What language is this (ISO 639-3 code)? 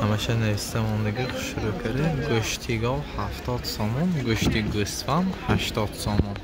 tgk